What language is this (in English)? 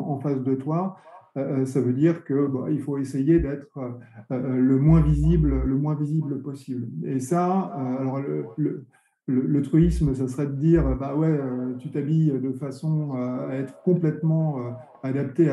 French